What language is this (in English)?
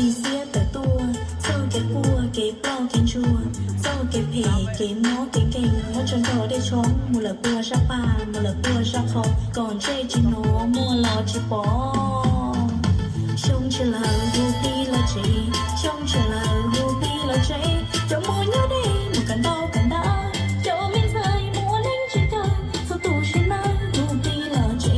Hmong